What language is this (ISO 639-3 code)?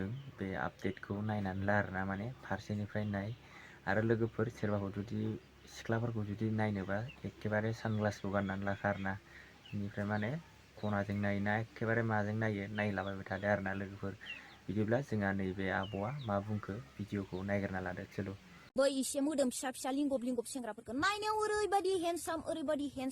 brx